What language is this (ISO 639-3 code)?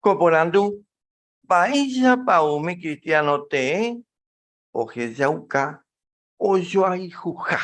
grn